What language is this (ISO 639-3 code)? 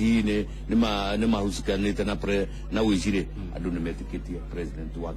kik